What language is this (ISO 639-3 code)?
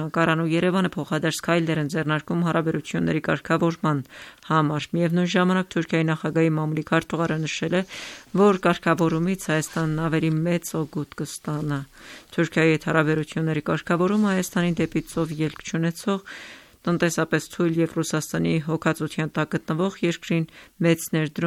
hye